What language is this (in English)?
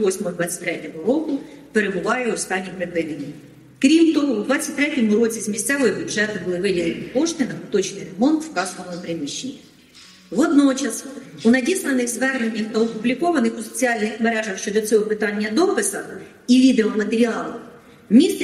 Ukrainian